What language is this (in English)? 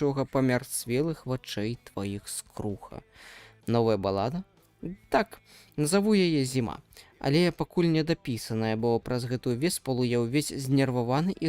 Belarusian